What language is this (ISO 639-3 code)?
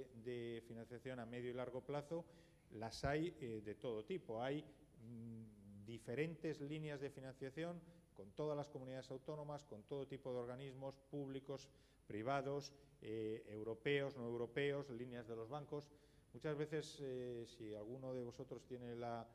spa